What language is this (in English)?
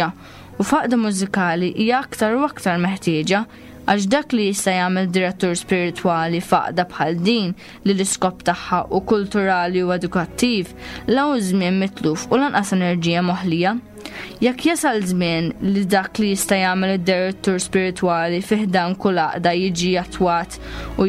Maltese